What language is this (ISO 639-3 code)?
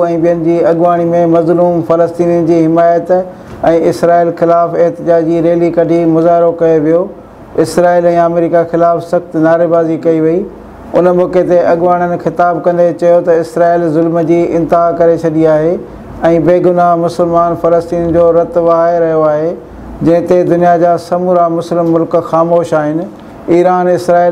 snd